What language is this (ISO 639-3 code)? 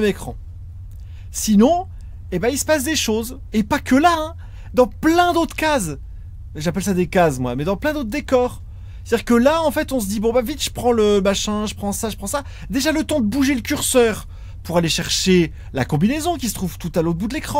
fra